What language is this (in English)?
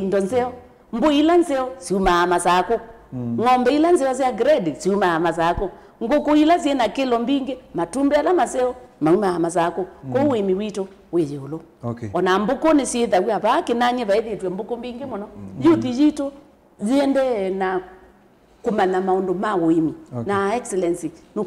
Kamba